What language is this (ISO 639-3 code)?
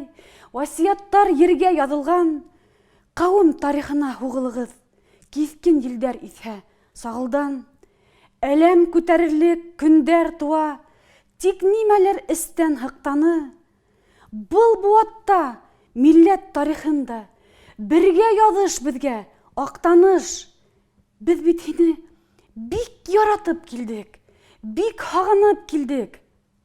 bak